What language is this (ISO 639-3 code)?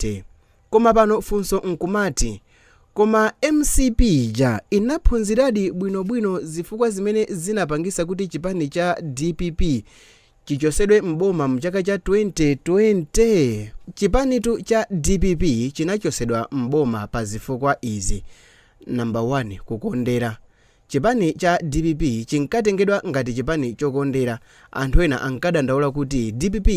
nya